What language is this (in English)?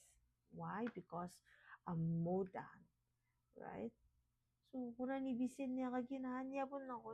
Gilbertese